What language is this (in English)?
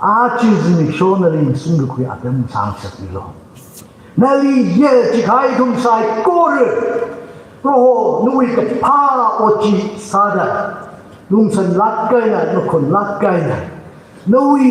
Tangkhul Naga (India)